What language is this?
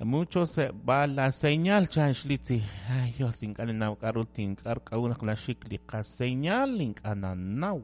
Kekchí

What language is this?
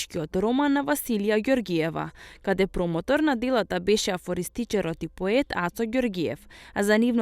Macedonian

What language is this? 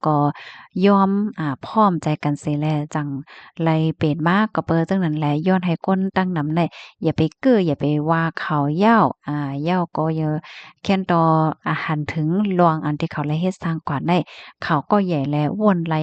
Shan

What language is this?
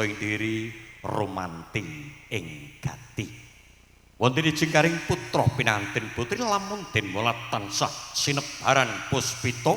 Javanese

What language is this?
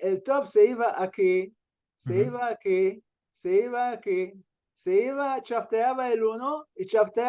Ladino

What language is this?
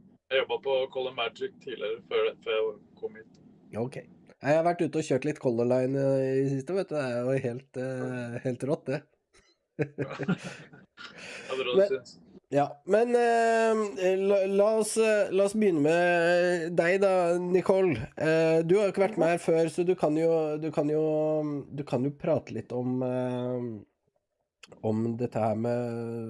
Norwegian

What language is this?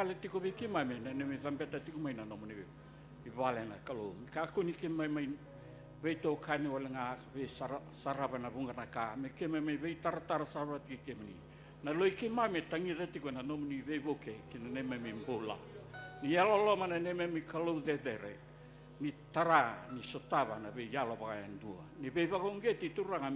Fijian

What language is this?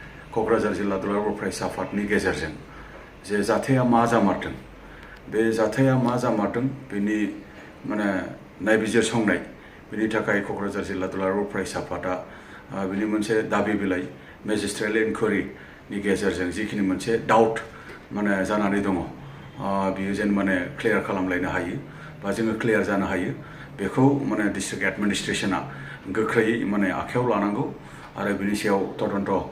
Bodo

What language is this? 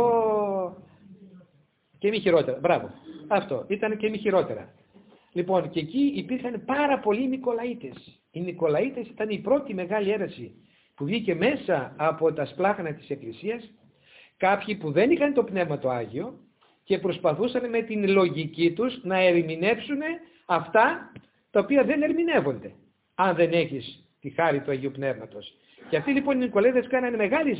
Greek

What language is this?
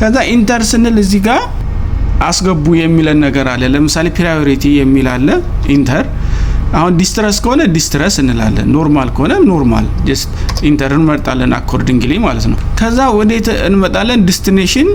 Amharic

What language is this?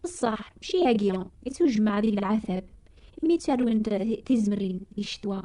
Kabyle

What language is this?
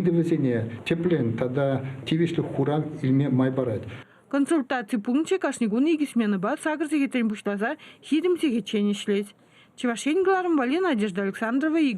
Chuvash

